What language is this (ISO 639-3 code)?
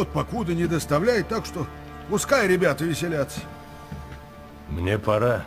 rus